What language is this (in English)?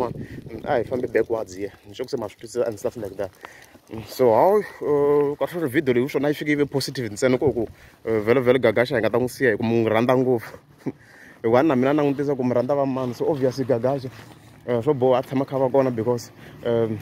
Tsonga